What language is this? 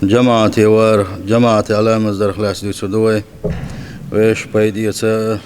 Chechen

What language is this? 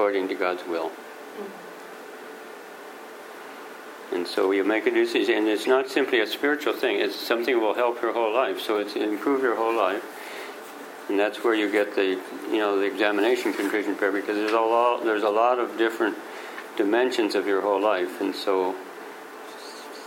English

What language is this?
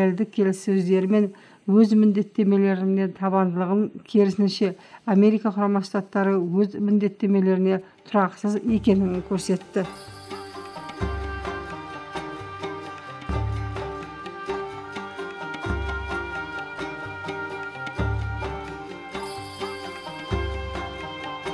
Kazakh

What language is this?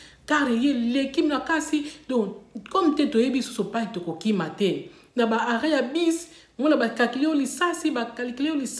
Lingala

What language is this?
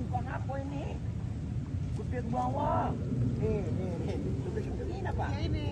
Betawi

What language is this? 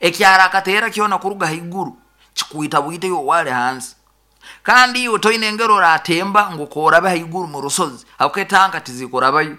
Nyankole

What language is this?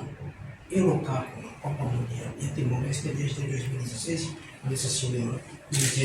Tetum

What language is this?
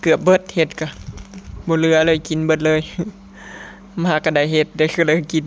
Lao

